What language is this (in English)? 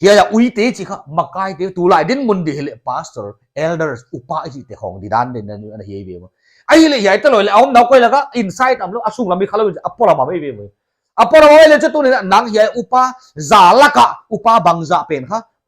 Paite Chin